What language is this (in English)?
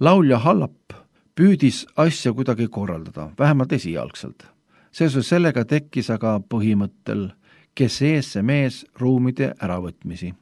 Estonian